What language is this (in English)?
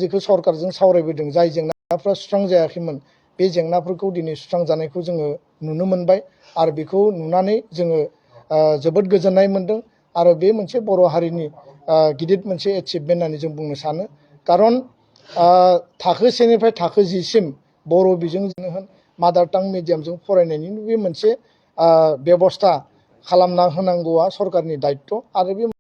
Bodo